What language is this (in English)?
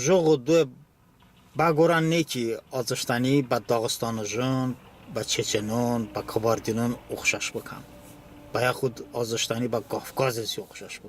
Talysh